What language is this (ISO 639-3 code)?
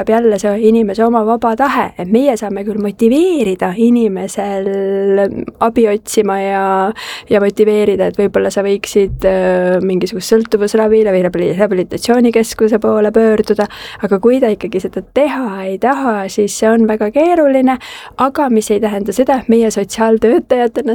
est